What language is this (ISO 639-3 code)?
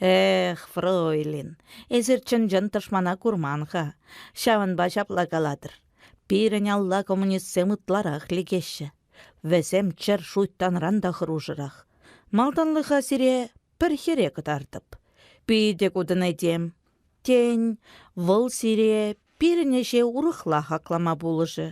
chv